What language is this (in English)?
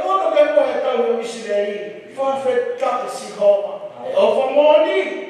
Tongan